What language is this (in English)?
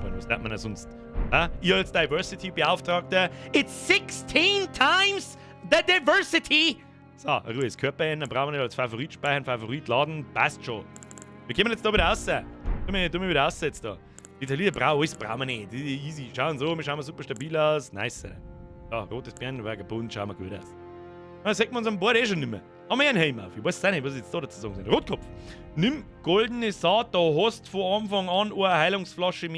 Bavarian